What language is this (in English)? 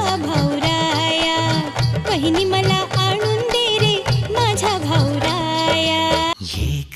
Marathi